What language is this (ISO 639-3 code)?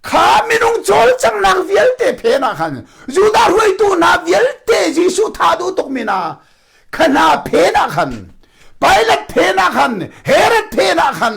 cnh